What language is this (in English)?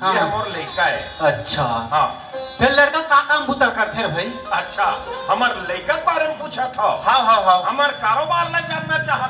Chhattisgarhi